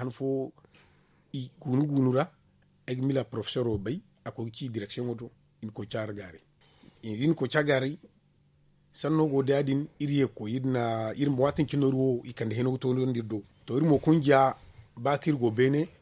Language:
Zarma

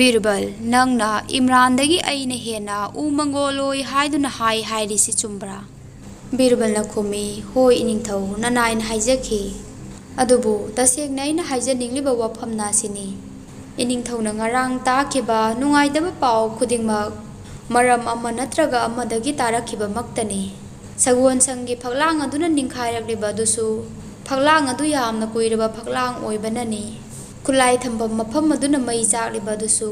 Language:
Manipuri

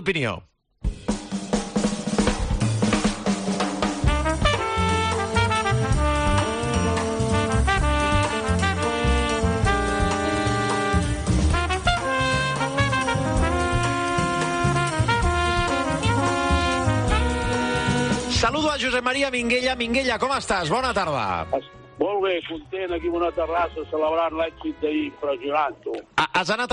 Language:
Catalan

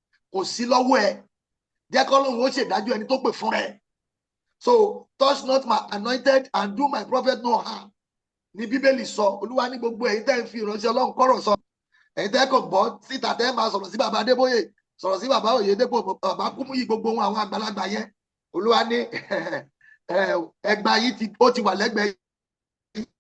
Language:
Yoruba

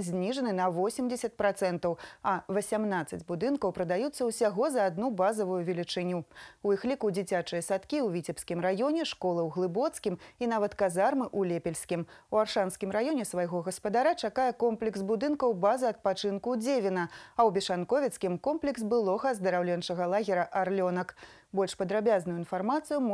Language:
Belarusian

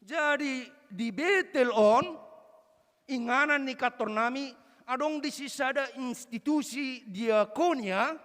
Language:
Batak Toba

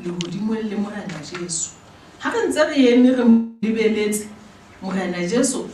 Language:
Southern Sotho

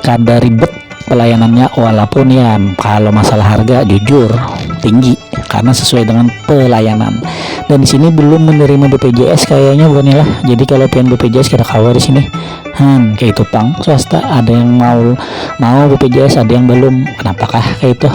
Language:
Banjar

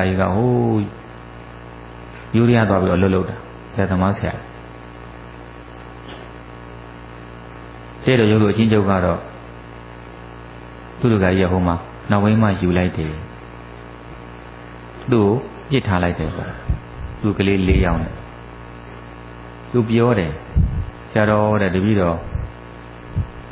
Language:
Burmese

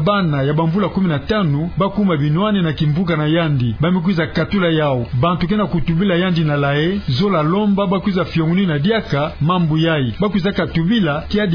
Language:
Kituba (Democratic Republic of Congo)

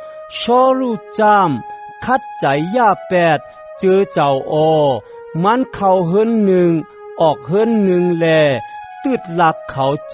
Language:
Shan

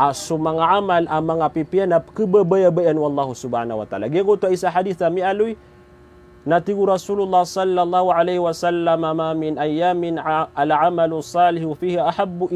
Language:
Maranao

